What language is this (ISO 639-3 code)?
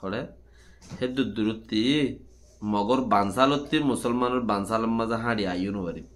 rhg